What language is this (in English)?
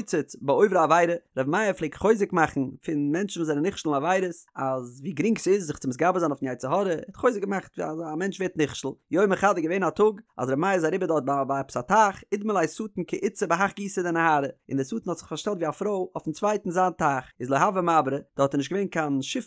Yiddish